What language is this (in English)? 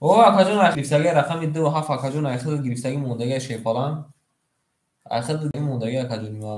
Tajik